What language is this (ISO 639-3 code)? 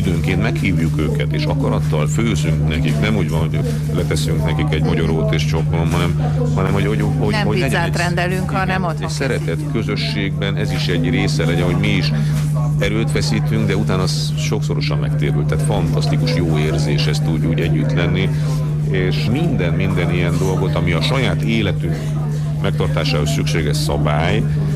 hun